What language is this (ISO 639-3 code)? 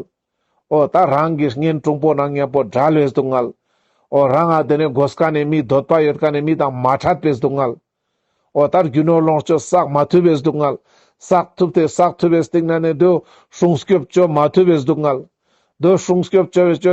lbj